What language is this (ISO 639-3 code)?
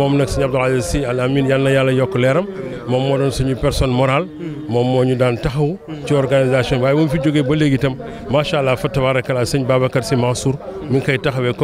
wol